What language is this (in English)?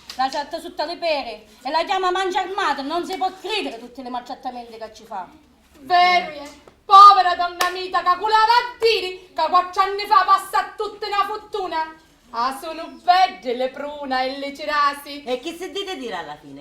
Sicilian